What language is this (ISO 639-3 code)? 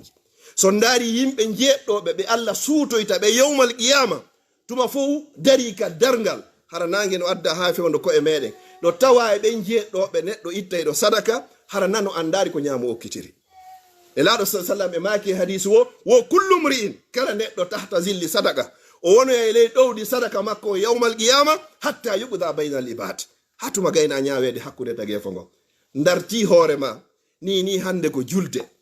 ful